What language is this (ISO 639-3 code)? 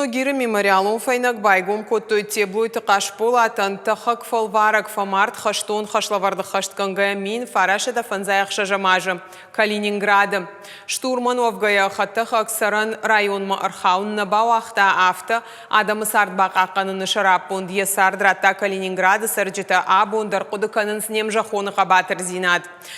oss